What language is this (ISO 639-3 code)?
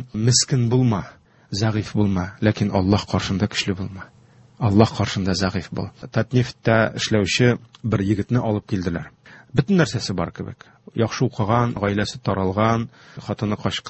tat